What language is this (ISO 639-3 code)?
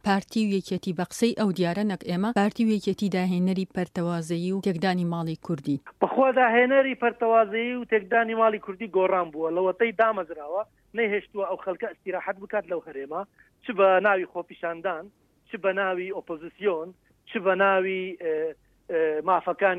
ckb